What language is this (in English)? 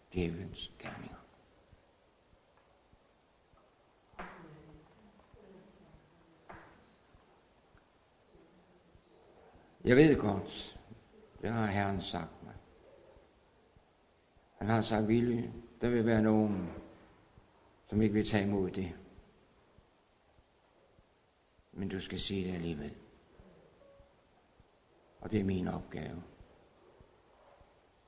Danish